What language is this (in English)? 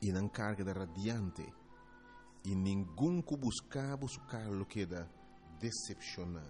Papiamento